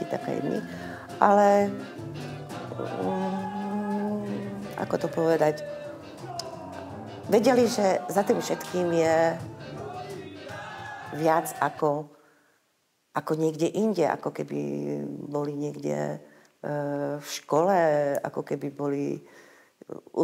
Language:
Slovak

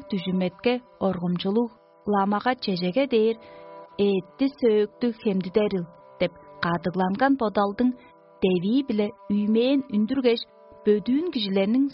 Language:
Tuvinian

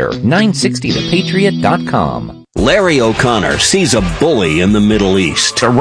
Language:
English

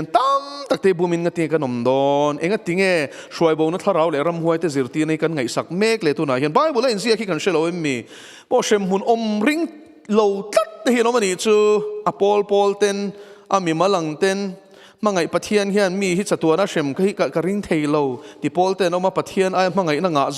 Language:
Mizo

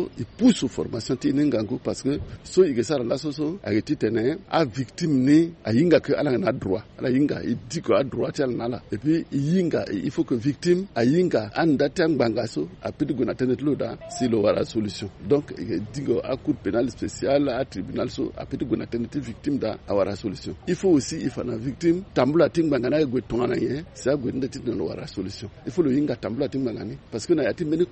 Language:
Sango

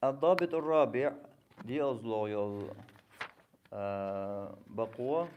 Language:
Chechen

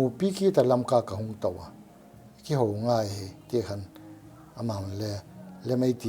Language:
Paite Chin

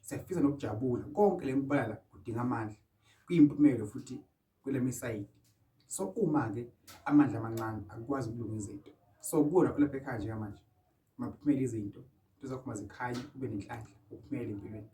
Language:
Zulu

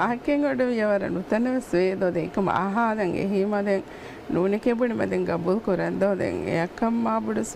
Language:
Divehi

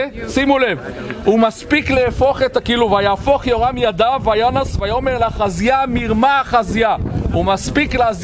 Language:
Hebrew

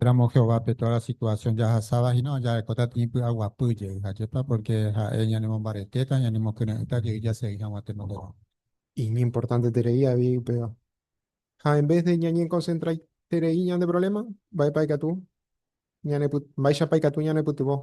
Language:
Guarani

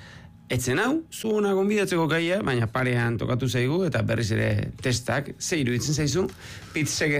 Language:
Basque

